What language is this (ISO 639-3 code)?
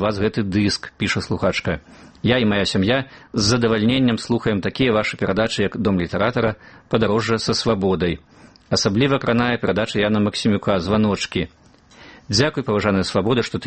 bel